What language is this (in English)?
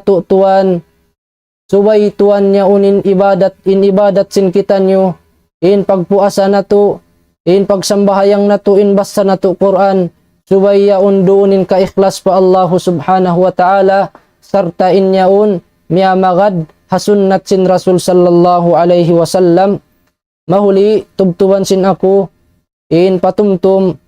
Tausug